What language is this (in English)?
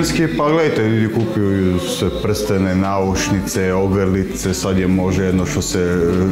Croatian